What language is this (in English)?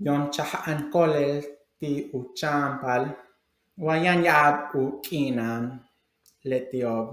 Yucateco